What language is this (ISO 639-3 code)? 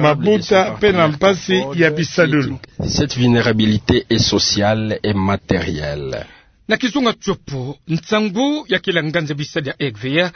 ktu